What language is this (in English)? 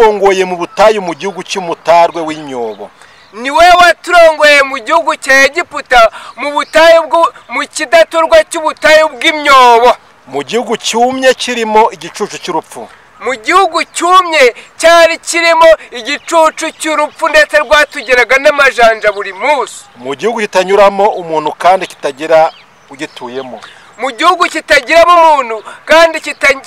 Kinyarwanda